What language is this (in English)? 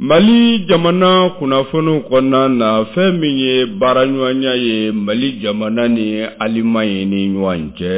Bambara